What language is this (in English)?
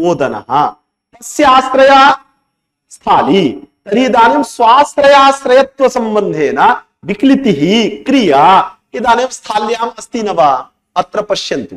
Sanskrit